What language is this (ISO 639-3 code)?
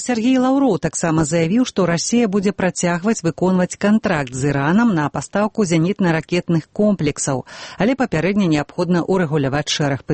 bel